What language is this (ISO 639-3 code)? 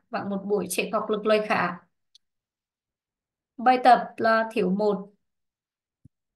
vie